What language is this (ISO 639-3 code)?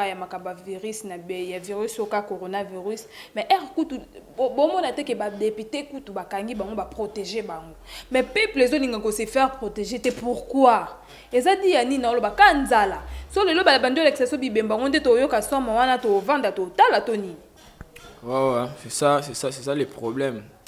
lin